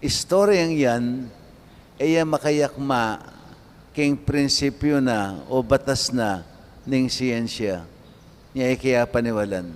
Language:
Pampanga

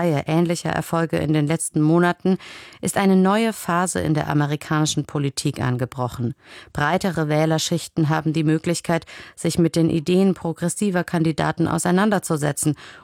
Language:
German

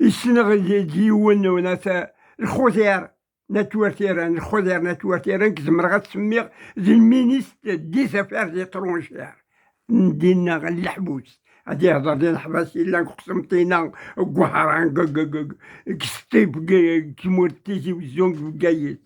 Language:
Kabyle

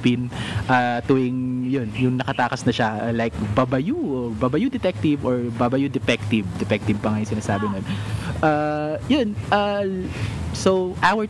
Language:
Filipino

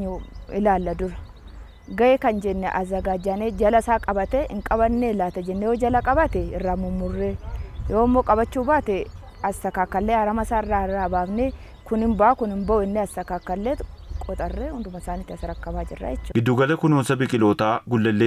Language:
Oromo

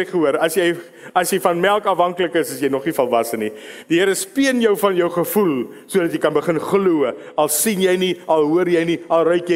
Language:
Afrikaans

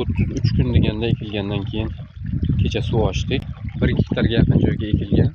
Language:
Uzbek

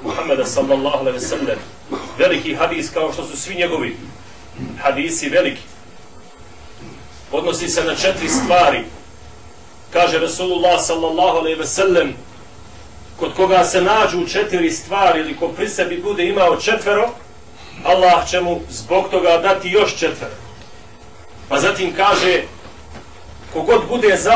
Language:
Bosnian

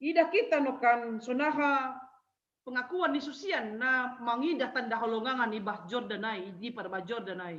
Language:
Batak Simalungun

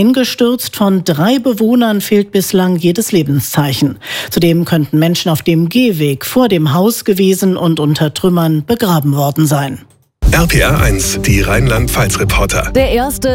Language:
German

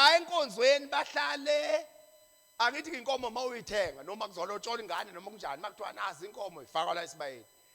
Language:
Zulu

